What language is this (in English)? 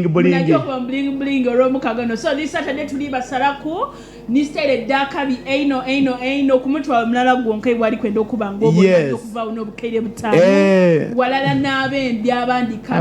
Soga